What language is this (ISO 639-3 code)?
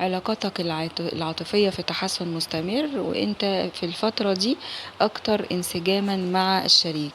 arz